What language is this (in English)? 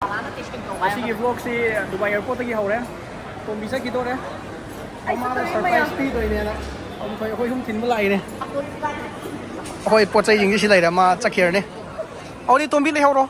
Manipuri